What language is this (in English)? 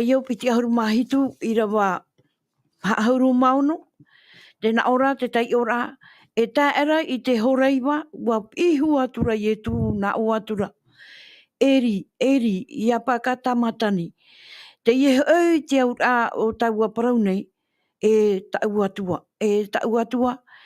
Tahitian